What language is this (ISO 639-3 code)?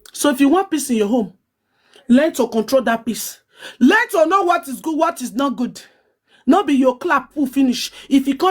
pcm